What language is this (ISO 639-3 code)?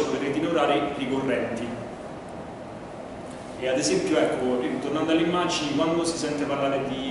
ita